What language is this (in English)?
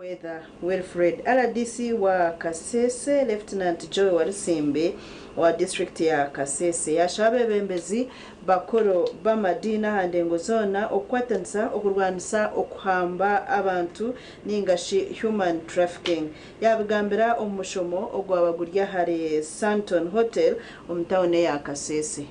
Nyankole